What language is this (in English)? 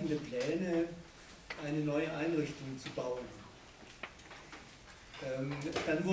German